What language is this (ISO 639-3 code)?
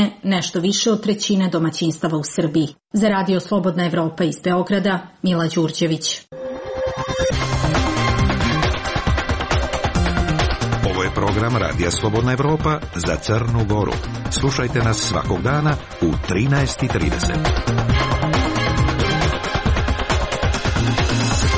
srp